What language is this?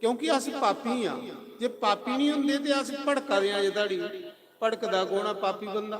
Dogri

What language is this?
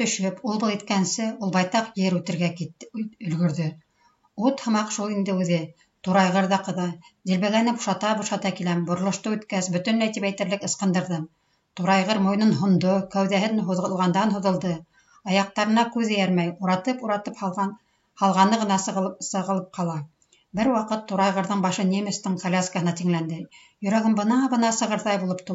Bashkir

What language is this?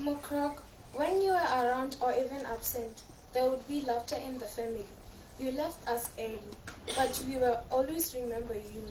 Tswana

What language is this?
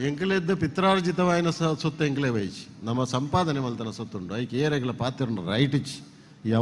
Tulu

